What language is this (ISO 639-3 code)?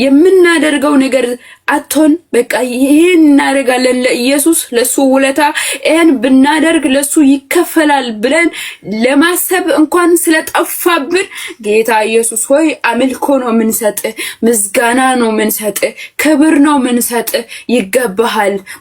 amh